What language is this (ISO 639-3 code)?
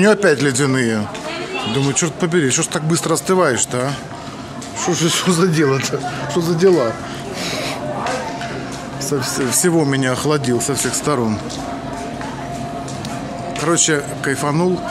rus